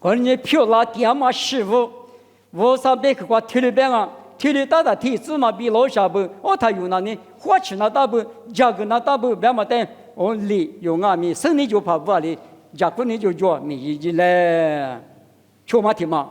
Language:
Lisu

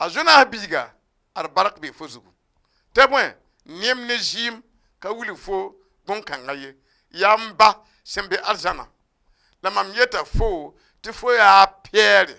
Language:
Mossi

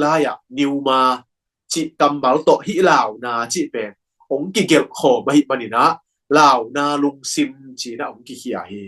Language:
Tedim Chin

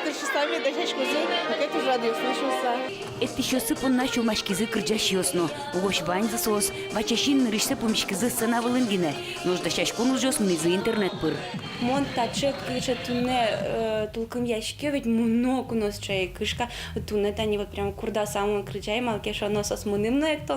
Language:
Udmurt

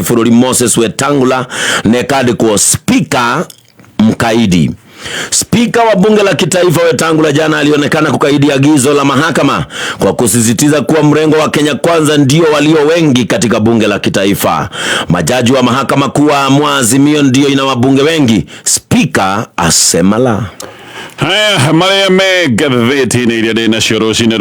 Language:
Kikuyu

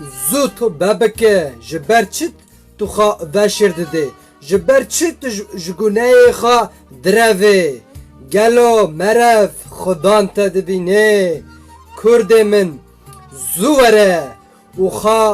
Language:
Kurdish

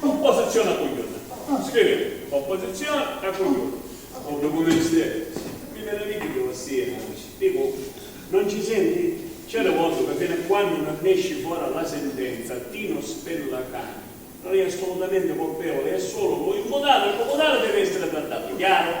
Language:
Sicilian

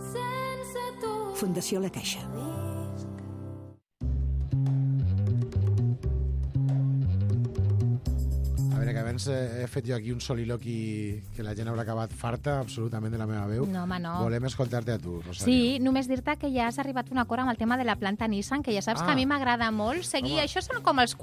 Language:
Catalan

